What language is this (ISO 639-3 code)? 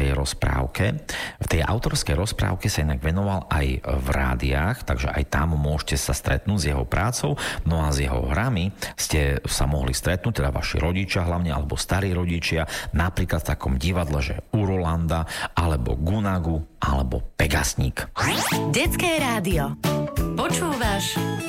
slk